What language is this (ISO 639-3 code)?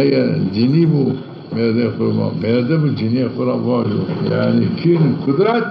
zza